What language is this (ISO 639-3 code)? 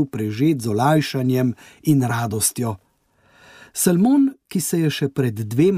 slv